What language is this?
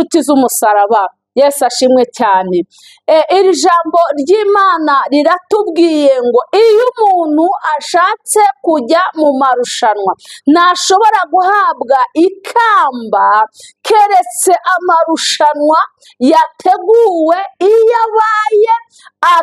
Kinyarwanda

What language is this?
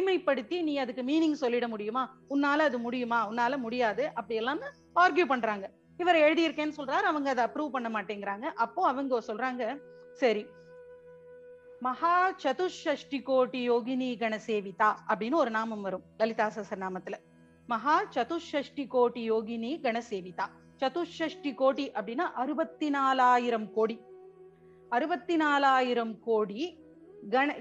Tamil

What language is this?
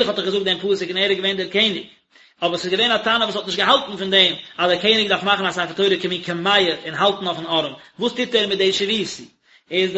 Yiddish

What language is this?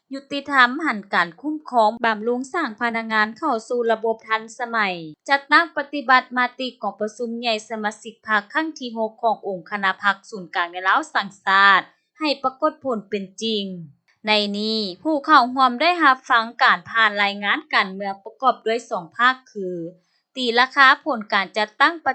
Lao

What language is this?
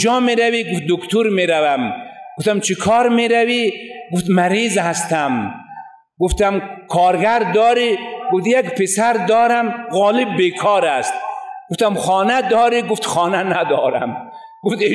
Persian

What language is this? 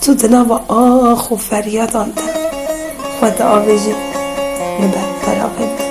Kurdish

